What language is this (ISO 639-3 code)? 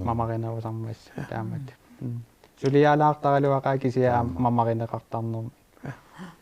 kal